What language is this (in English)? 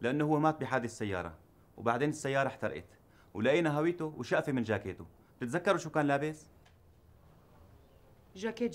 North Levantine Arabic